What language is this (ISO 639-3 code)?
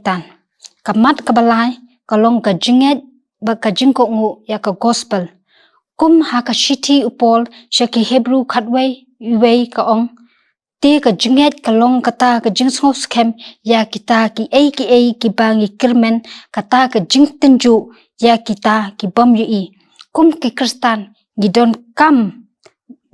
kha